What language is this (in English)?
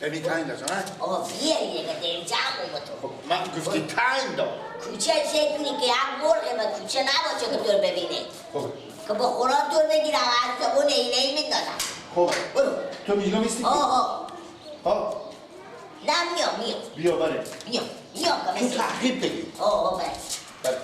Persian